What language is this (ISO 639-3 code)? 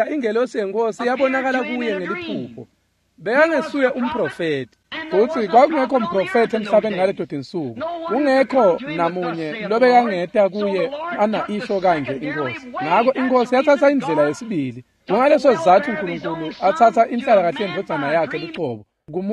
ssw